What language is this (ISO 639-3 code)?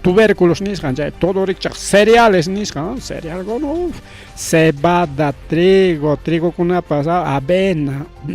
quy